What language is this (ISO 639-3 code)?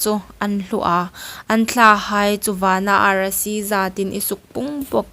hmr